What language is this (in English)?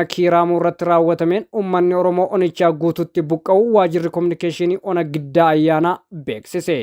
Oromo